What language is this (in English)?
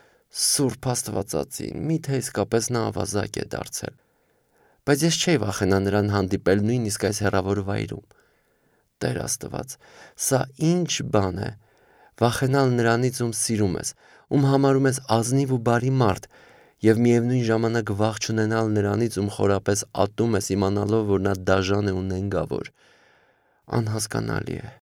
Armenian